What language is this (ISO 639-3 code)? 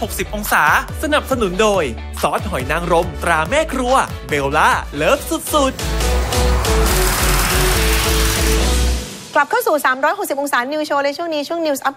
tha